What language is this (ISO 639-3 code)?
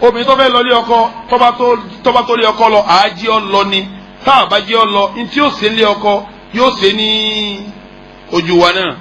yor